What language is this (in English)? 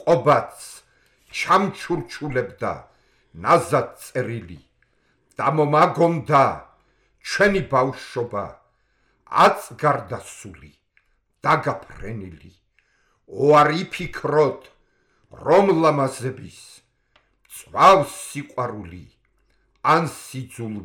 Georgian